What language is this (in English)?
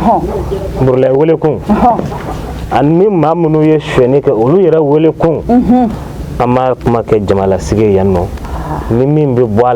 Bambara